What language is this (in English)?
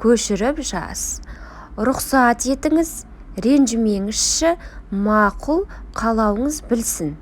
Kazakh